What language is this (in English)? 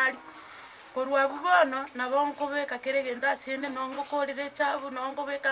Gusii